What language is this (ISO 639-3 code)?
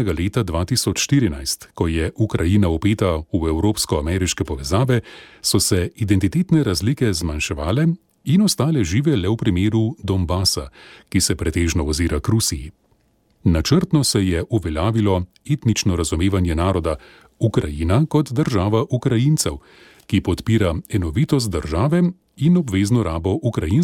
slv